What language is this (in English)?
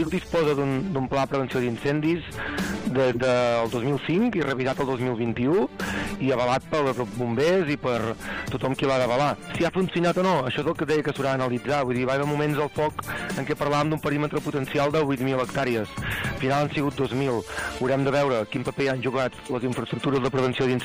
Catalan